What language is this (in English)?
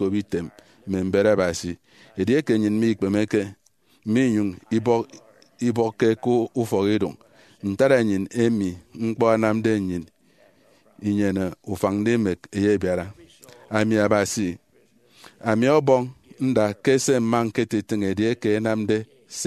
Efik